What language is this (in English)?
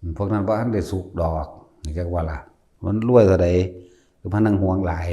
Northeastern Thai